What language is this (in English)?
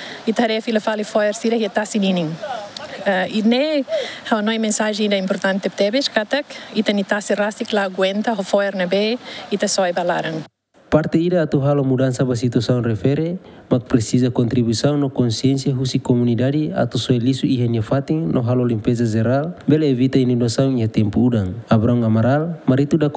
Tetum